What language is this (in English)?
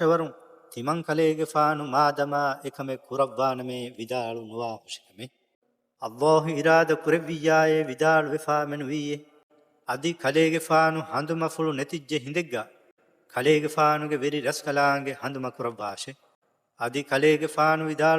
Divehi